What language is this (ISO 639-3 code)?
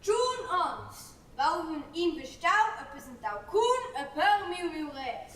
roh